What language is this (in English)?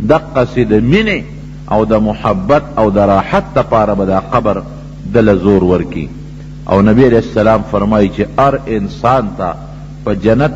Pashto